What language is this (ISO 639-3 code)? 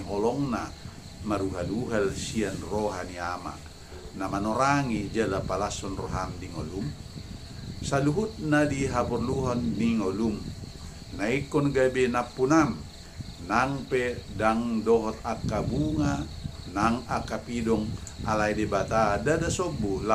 bbc